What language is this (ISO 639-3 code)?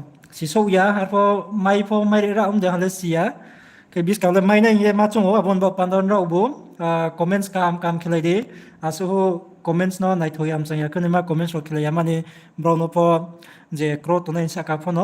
ria